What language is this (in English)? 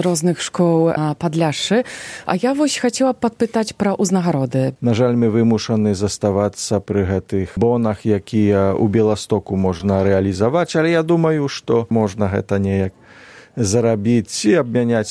Belarusian